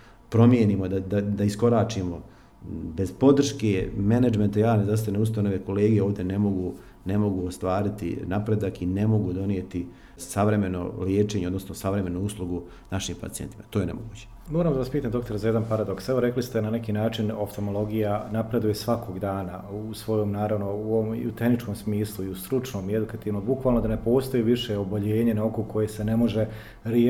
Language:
Croatian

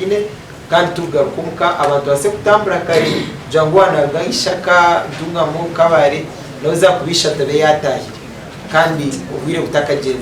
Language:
Nyankole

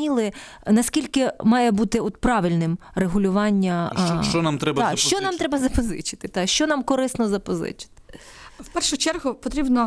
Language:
Ukrainian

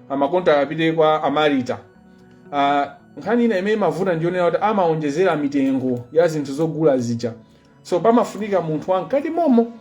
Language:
Nyanja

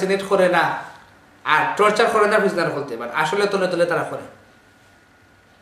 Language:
Bangla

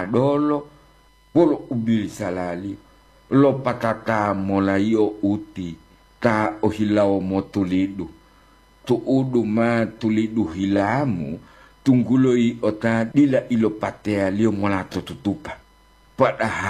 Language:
Gorontalo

